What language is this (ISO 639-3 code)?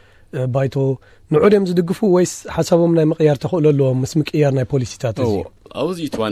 tir